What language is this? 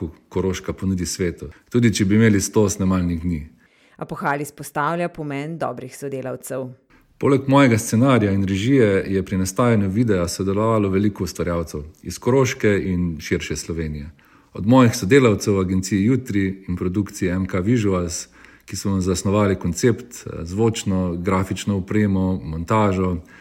Slovenian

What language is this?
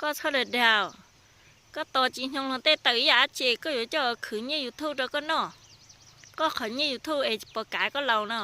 Hmong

